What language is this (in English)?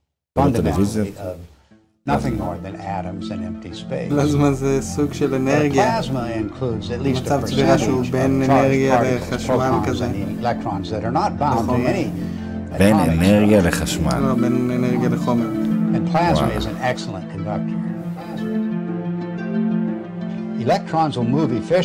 Hebrew